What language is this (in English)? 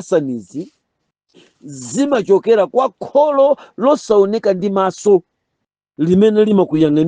Nyanja